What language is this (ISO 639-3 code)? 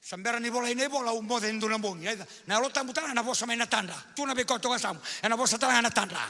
fij